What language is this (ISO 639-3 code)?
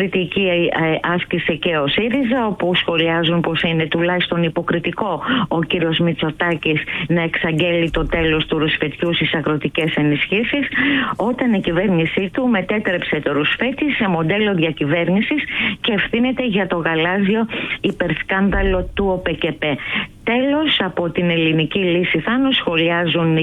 ell